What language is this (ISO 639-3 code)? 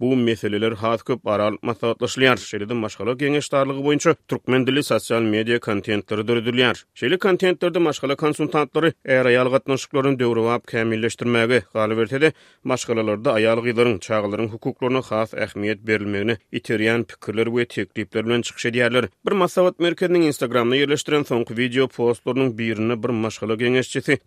tuk